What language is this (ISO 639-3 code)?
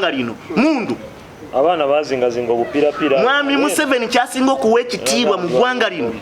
lug